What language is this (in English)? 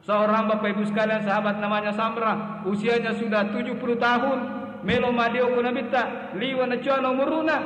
Buginese